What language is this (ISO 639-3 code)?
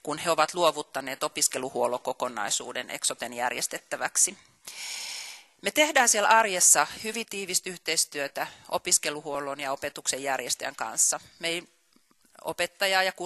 fin